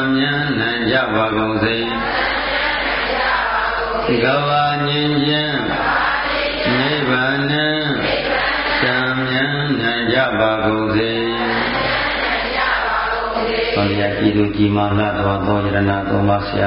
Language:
Burmese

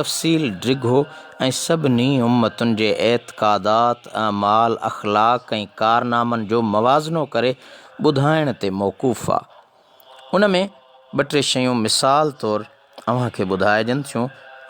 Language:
Sindhi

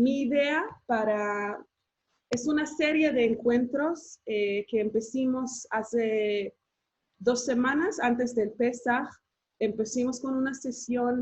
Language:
Ladino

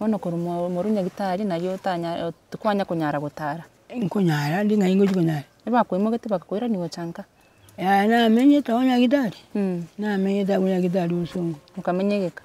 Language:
Gusii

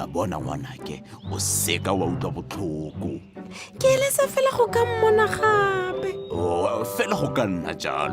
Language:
Tswana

